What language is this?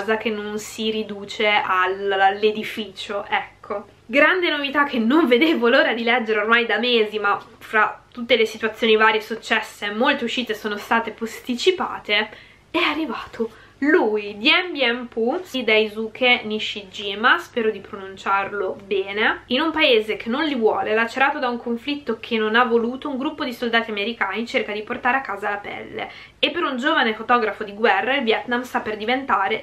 Italian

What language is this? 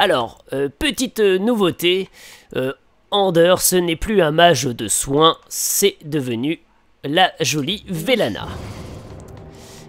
French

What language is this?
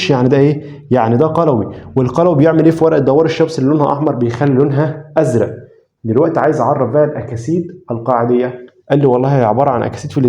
Egyptian Arabic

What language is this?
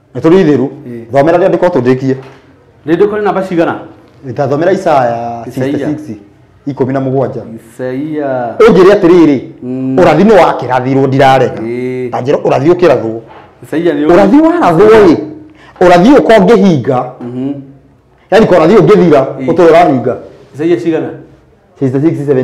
Kikuyu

